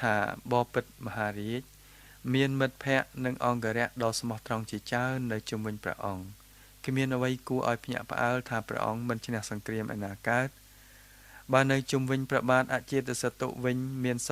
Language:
Khmer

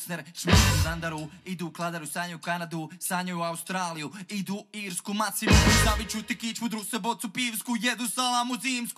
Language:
Croatian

